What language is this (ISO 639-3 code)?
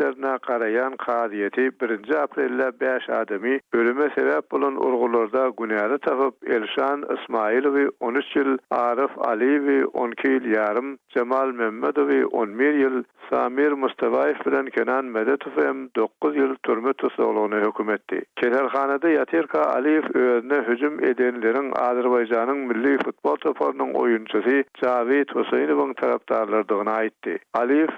tuk